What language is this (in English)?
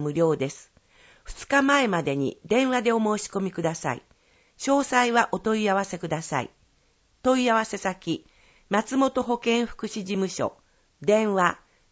Japanese